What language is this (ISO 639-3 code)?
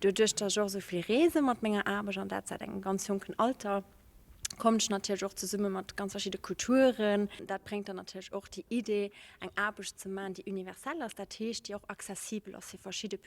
ltz